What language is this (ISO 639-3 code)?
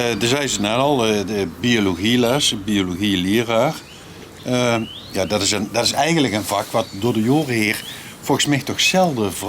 lim